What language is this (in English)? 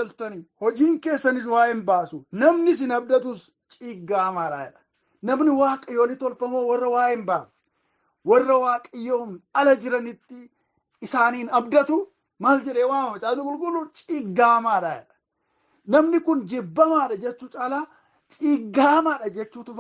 Oromo